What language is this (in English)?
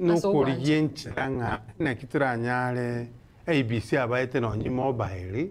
Gusii